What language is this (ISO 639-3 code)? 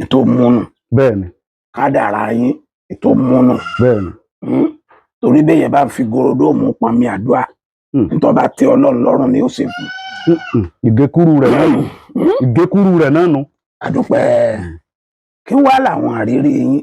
yor